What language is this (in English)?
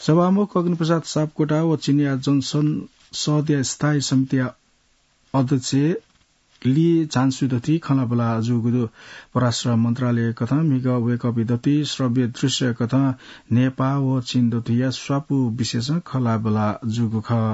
Newari